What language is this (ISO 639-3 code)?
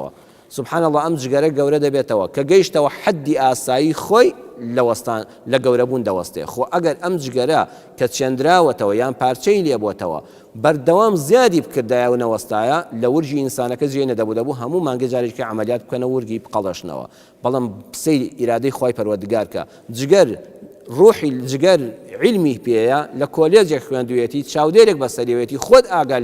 ckb